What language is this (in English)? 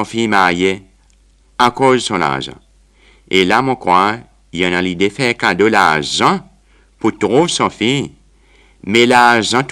Seselwa Creole French